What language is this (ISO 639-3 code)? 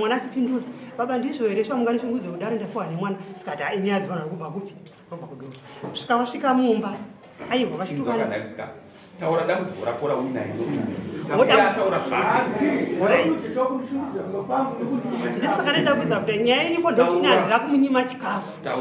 sna